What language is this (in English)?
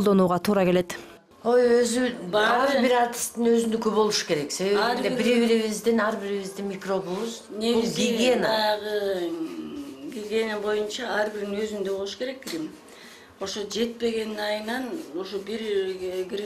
Kyrgyz